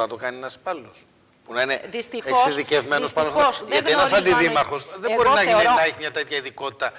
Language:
Greek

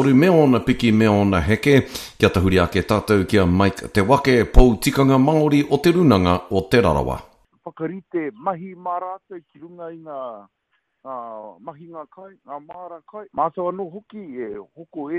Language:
Māori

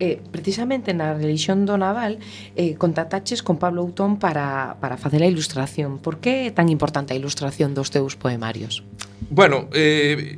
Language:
Galician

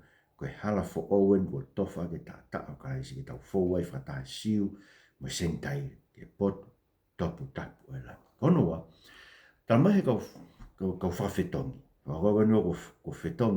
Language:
Tongan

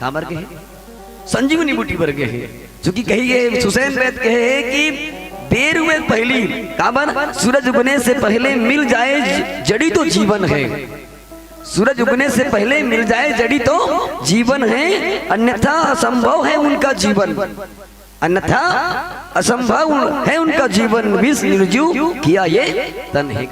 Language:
Chhattisgarhi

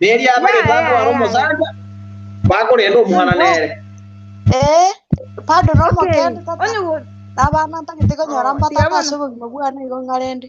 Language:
Gusii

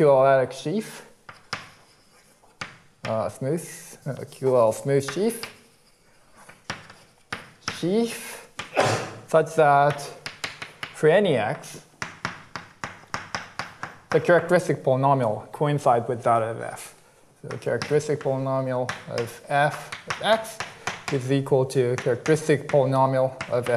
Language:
English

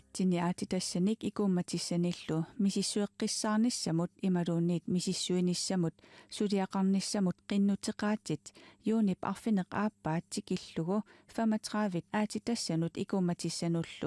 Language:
Kalaallisut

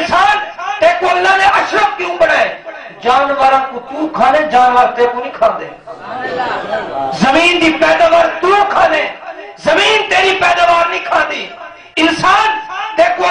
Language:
Saraiki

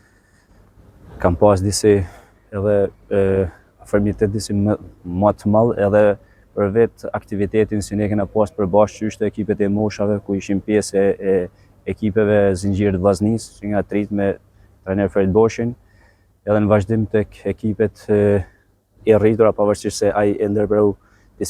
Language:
Albanian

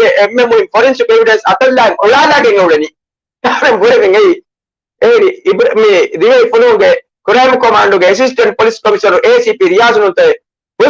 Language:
Divehi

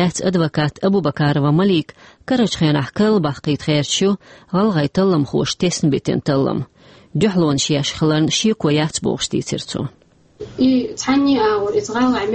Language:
Chechen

